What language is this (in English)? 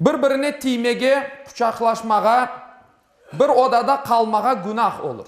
Crimean Tatar